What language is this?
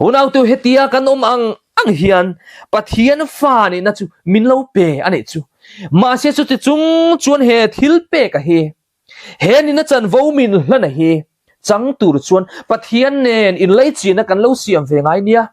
Mizo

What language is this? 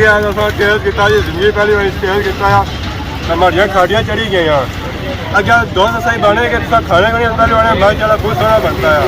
Pahari-Potwari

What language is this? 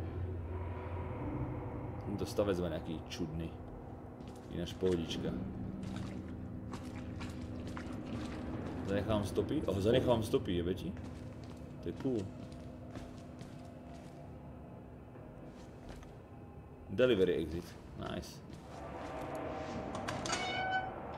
Slovak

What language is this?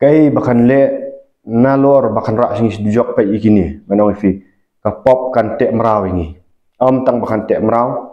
Khasi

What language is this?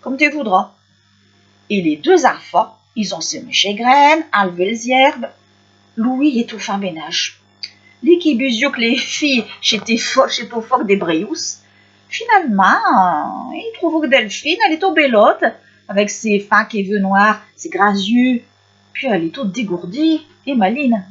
Picard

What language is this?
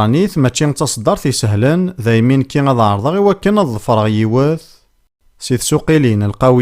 Kabyle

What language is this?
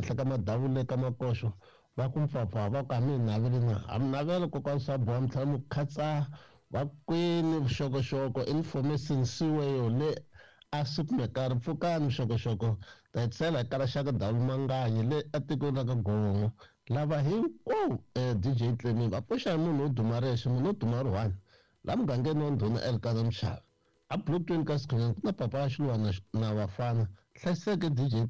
Tsonga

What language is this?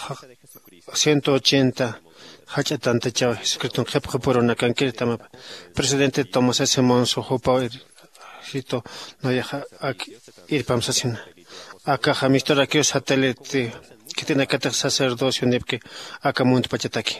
Aymara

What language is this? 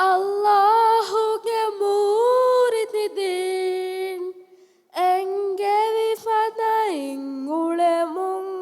Divehi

